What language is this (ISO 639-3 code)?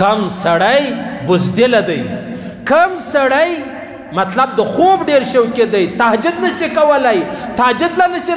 pus